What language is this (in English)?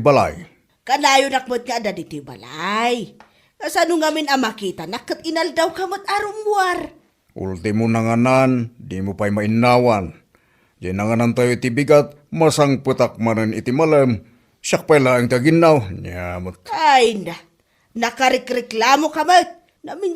Iloko